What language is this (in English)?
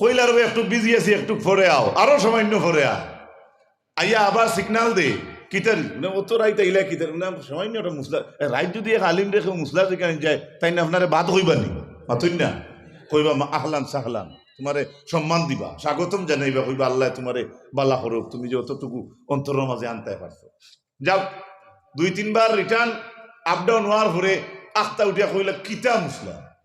Sylheti